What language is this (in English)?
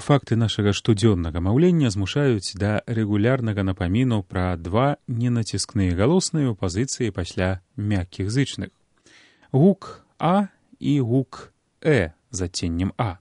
Belarusian